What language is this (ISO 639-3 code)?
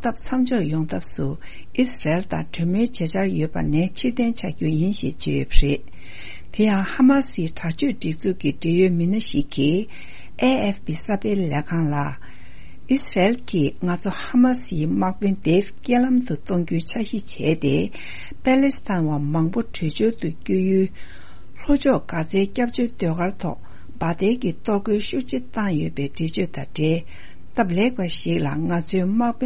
bod